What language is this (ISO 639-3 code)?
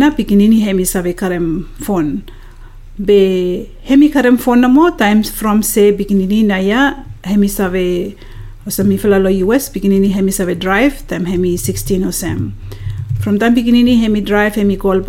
bis